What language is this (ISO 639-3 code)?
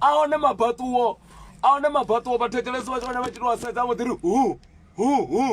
ven